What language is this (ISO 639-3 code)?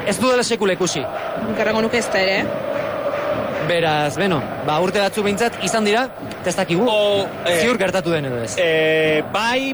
eus